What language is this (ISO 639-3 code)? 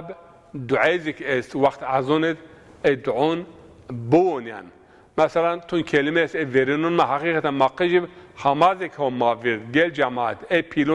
zza